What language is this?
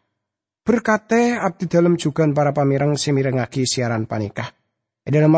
Madurese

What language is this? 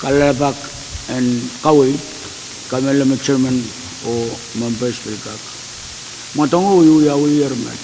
Pohnpeian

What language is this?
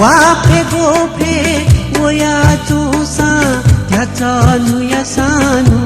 Newari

